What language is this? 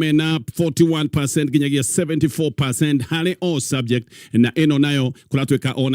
Kikuyu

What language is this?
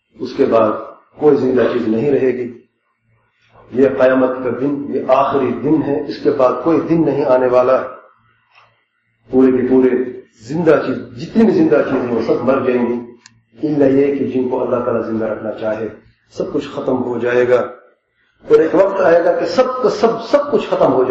Urdu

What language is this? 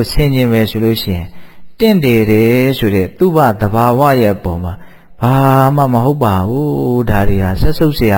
Burmese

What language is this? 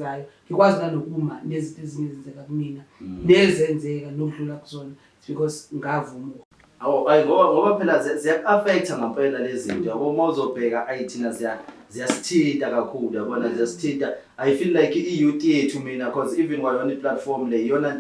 Zulu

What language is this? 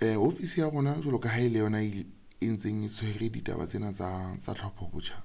Southern Sotho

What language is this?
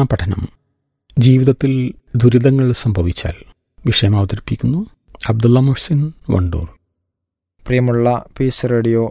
Malayalam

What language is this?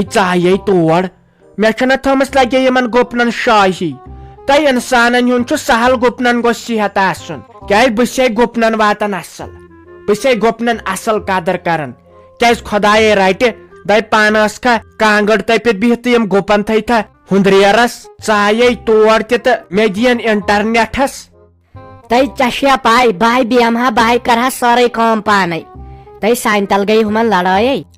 Kashmiri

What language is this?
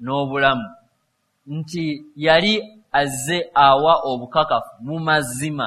Ganda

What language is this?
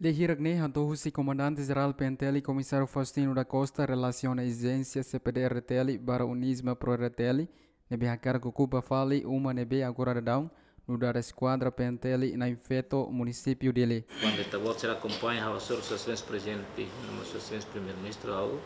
Tetum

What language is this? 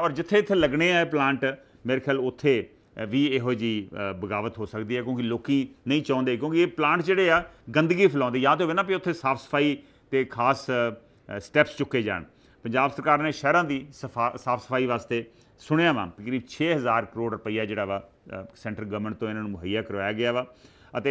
Punjabi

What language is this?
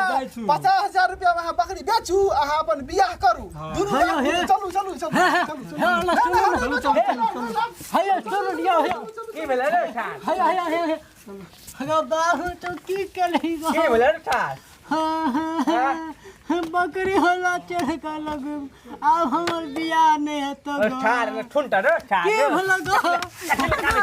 Maithili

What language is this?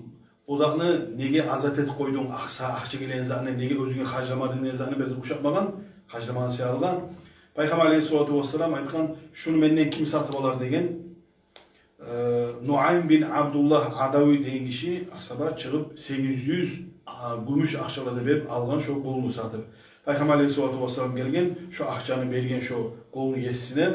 Kumyk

